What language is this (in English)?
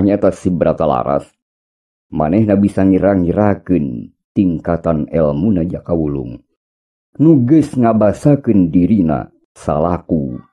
Sundanese